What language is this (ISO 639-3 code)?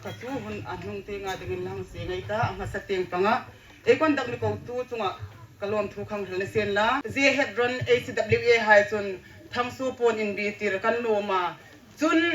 hmr